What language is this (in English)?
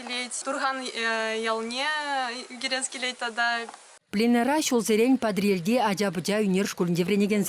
Chuvash